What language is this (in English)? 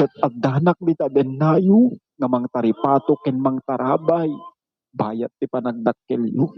Iloko